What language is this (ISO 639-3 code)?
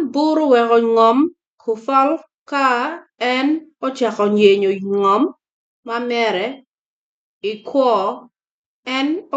ach